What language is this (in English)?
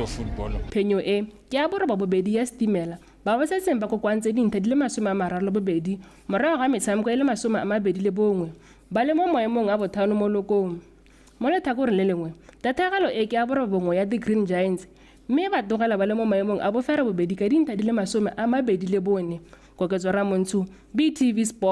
Tswana